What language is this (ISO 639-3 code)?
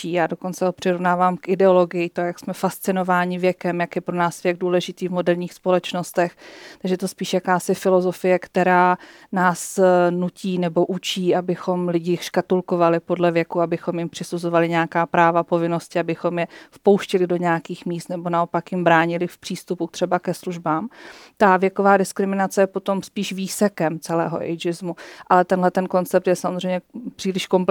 ces